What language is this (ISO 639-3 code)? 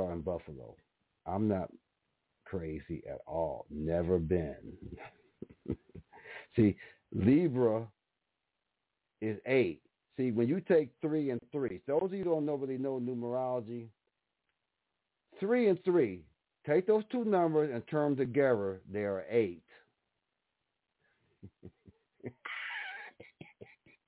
eng